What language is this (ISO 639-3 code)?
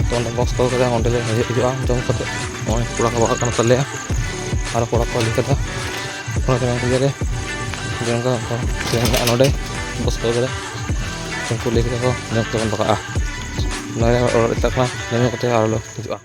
sat